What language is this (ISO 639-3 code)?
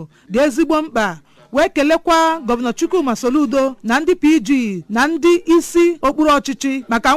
ibo